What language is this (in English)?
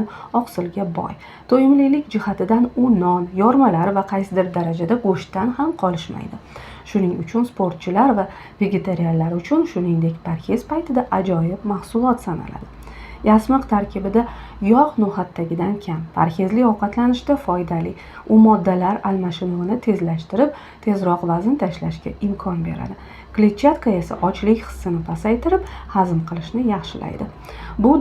Uzbek